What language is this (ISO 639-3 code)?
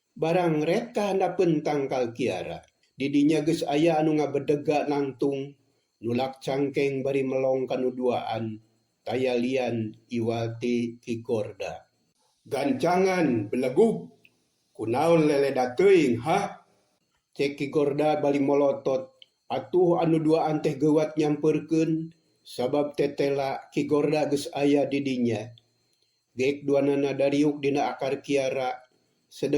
sun